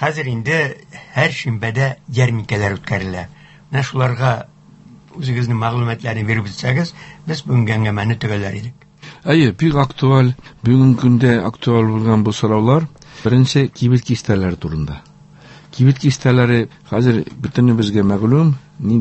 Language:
Tatar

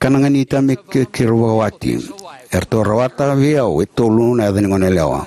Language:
Fijian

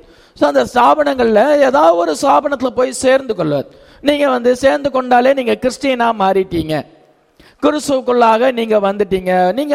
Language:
Tamil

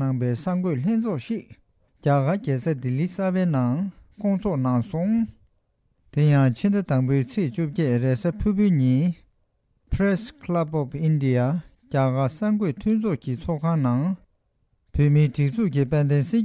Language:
Tibetan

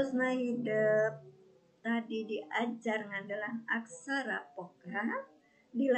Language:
Sundanese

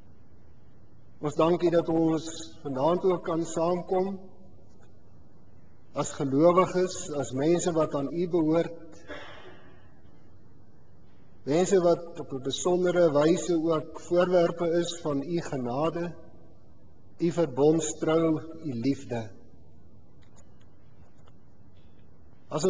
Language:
Afrikaans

